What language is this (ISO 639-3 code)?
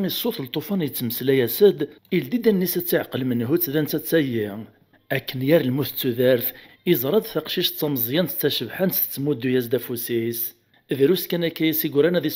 kab